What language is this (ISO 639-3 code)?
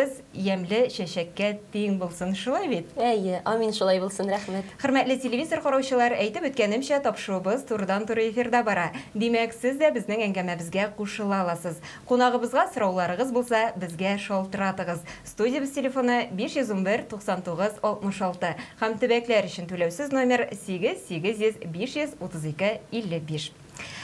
tat